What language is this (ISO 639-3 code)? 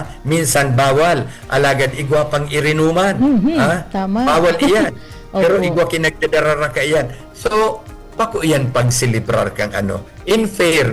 bik